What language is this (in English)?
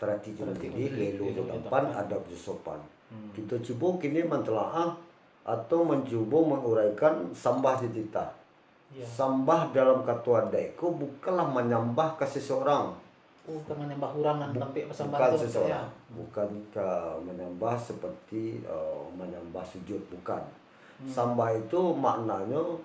Minangkabau